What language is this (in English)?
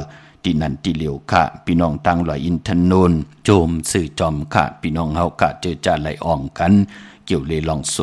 Shan